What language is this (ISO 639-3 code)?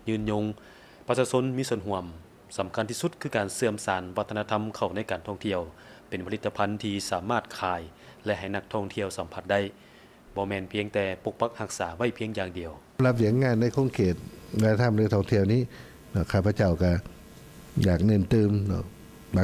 lao